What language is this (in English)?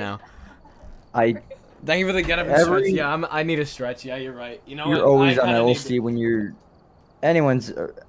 English